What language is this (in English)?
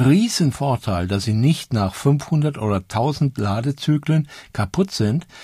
German